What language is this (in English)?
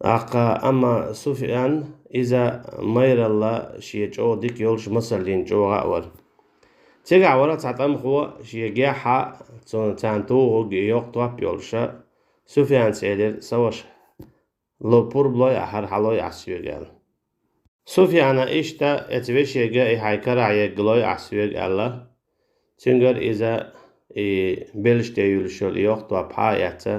Chechen